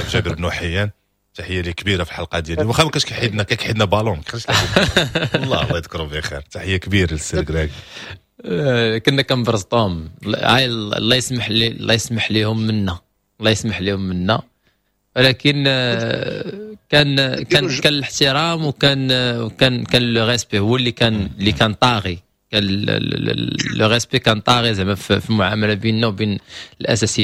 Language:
Moroccan Arabic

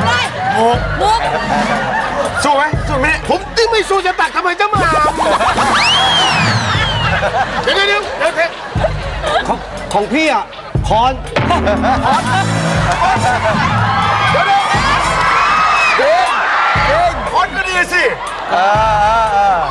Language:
Thai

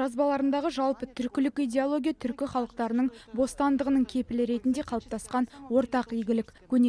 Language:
Kazakh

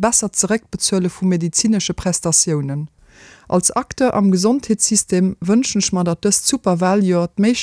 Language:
Luxembourgish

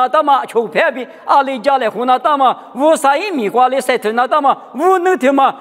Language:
Lisu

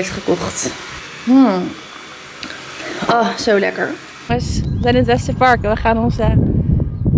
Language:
Dutch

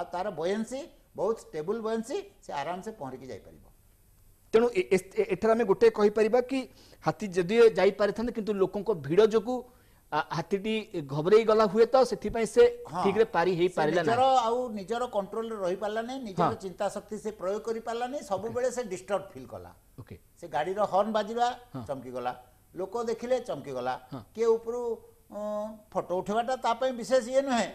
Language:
Odia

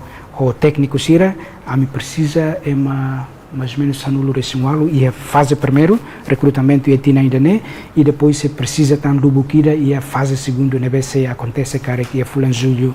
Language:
Tetum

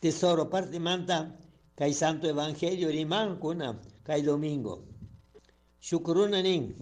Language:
Chimborazo Highland Quichua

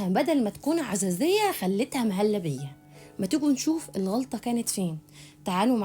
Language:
Egyptian Arabic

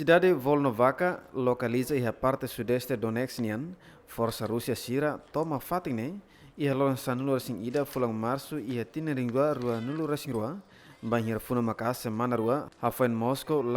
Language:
Tetum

